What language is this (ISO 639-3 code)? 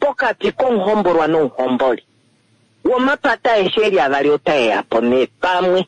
kua